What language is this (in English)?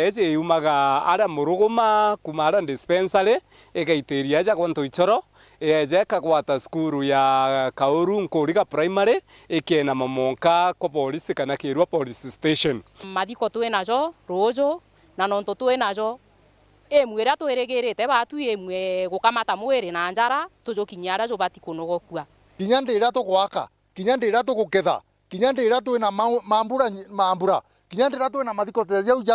Meru